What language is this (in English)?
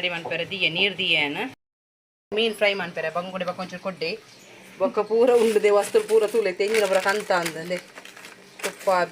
Tulu